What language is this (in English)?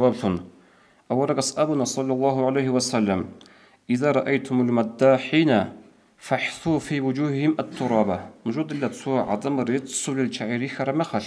Avaric